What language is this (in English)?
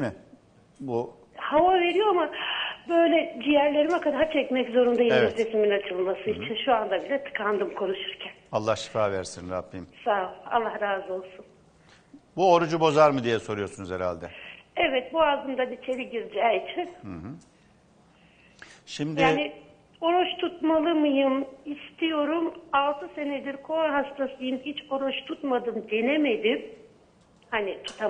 Turkish